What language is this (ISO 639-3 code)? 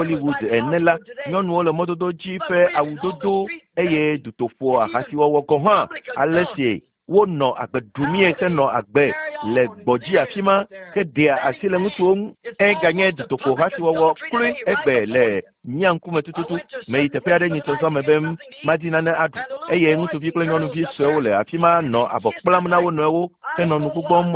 ewe